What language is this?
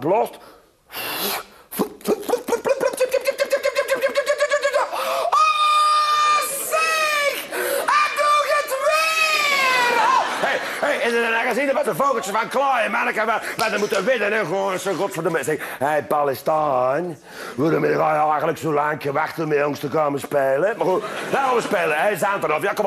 Dutch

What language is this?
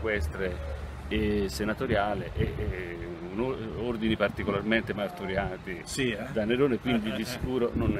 Italian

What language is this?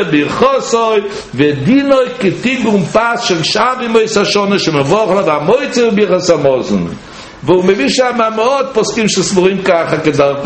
Hebrew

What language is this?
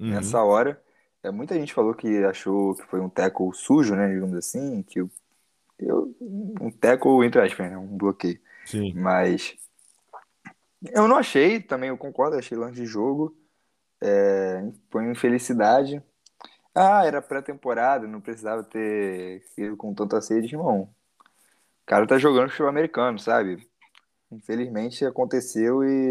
Portuguese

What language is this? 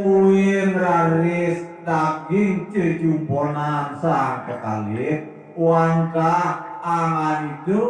Balinese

